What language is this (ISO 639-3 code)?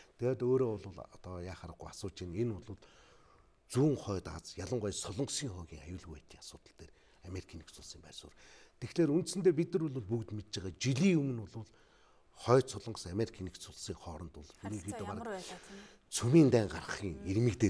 mon